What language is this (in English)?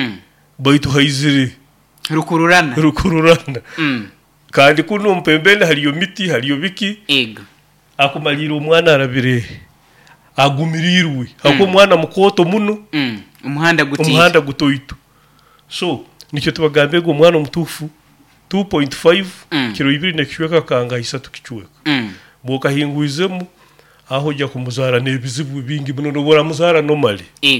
Nyoro